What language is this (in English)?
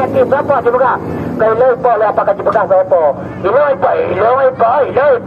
Achinese